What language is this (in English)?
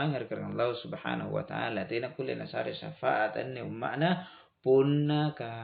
Makasar